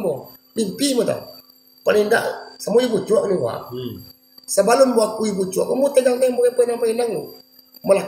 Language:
Minangkabau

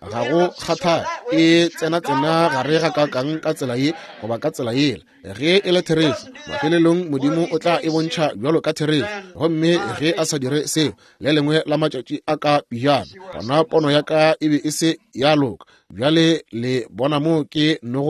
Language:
Northern Sotho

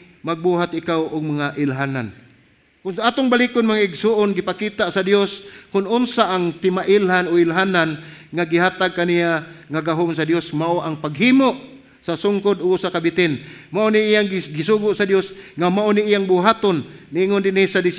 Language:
Cebuano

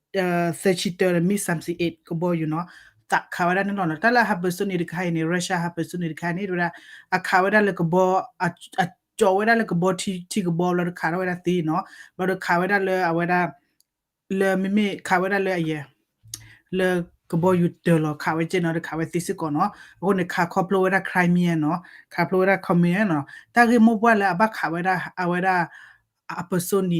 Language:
S'gaw Karen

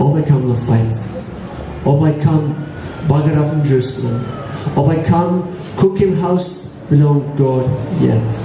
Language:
Tok Pisin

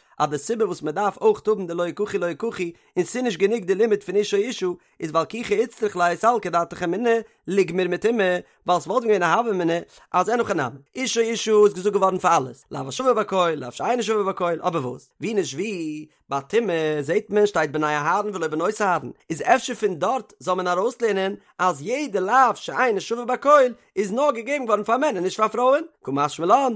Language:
Yiddish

